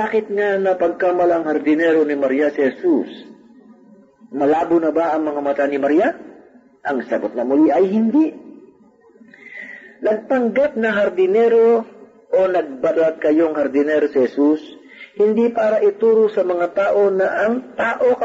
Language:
Filipino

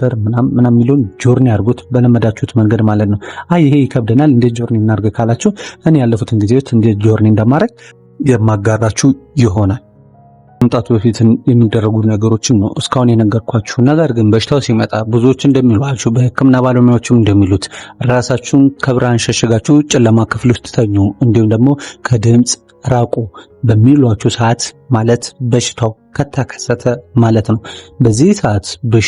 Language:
Amharic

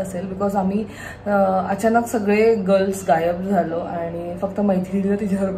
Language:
Marathi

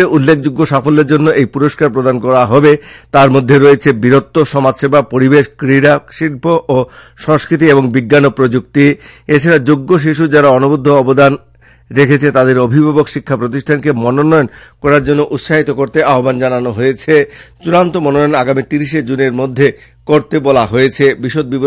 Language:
Bangla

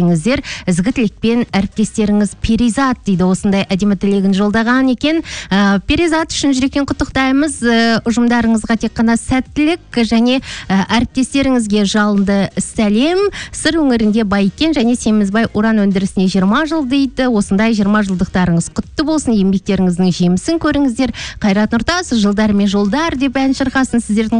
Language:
Kazakh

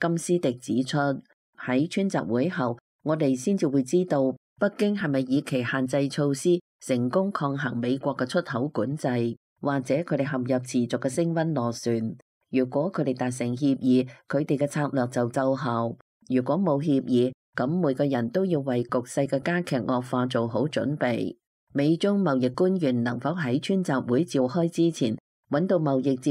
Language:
Cantonese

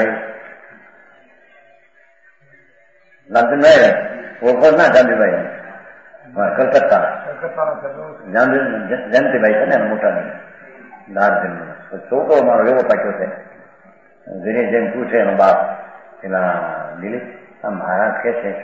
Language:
Gujarati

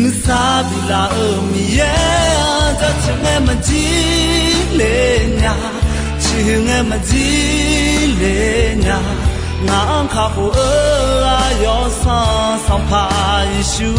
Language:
Akha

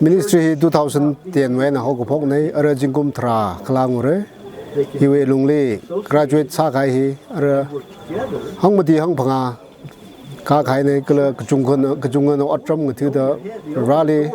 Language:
Tangkhul Naga (India)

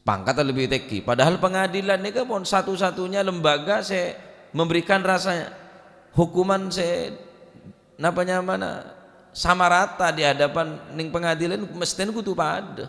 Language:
Madurese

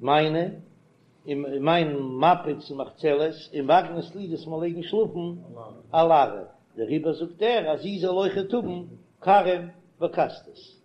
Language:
Yiddish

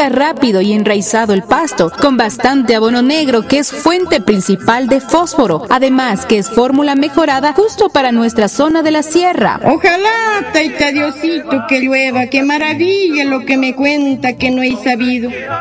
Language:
Spanish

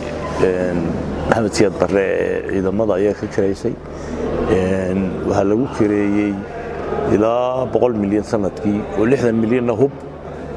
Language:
Somali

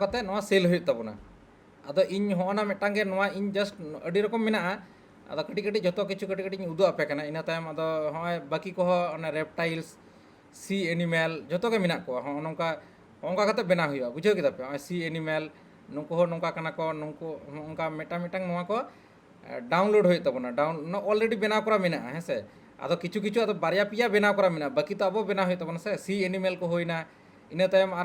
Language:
Santali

